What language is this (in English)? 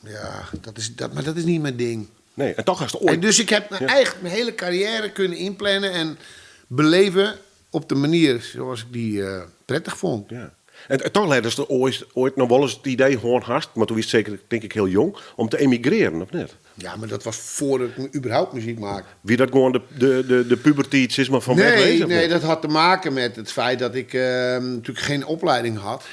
Western Frisian